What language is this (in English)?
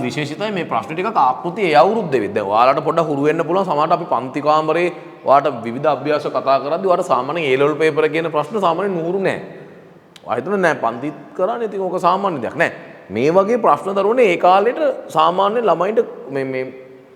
Sinhala